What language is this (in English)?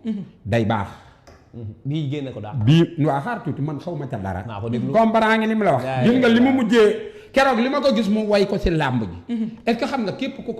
Wolof